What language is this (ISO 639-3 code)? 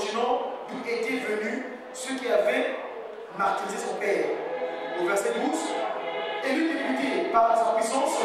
fra